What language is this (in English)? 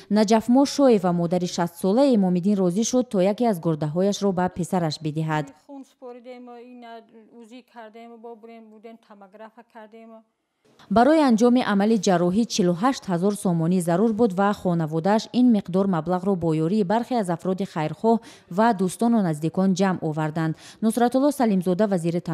Tajik